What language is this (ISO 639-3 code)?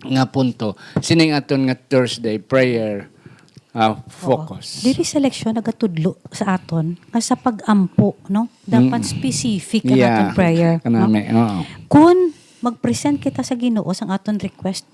hil